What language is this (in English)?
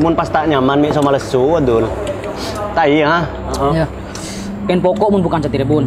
Madurese